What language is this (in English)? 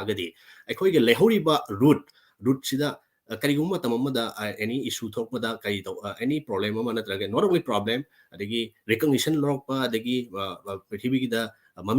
Manipuri